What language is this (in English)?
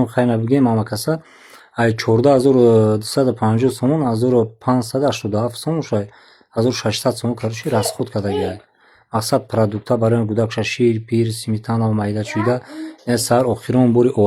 Tajik